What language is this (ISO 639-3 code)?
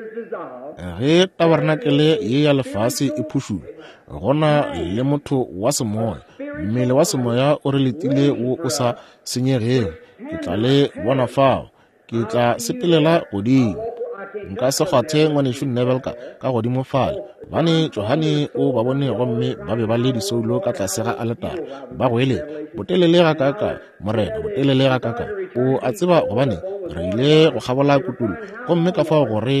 nso